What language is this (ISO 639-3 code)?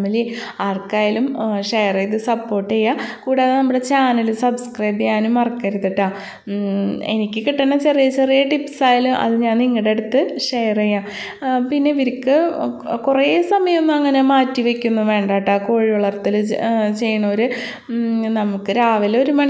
mal